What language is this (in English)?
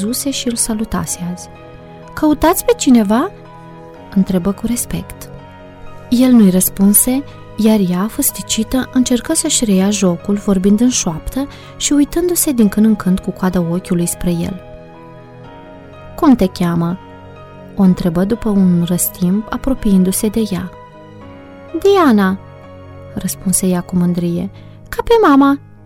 Romanian